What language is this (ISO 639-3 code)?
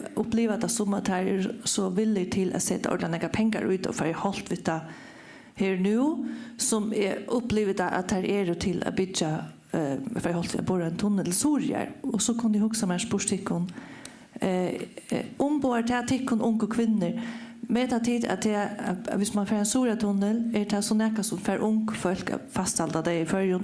fao